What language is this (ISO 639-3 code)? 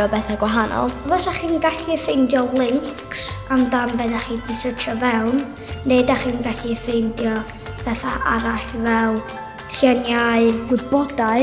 cym